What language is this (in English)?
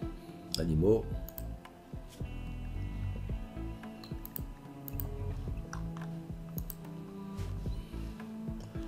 French